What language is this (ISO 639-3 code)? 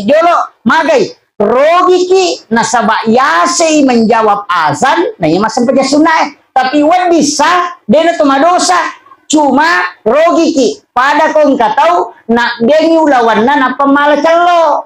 bug